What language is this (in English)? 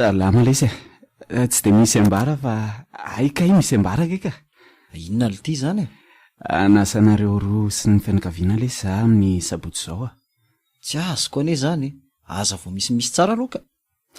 Malagasy